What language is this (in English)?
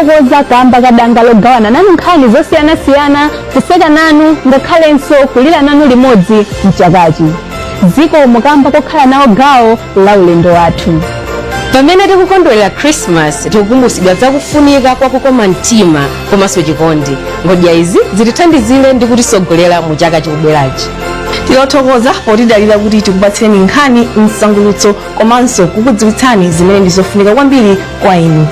Nyanja